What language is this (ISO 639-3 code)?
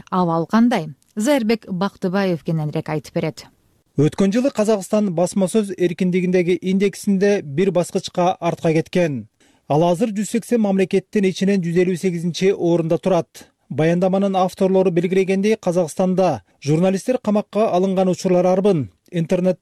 kir